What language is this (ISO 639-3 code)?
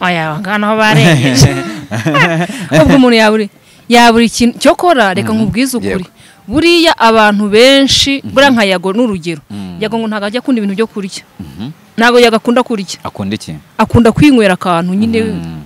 kin